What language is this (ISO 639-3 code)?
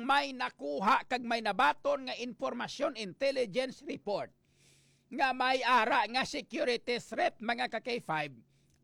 hil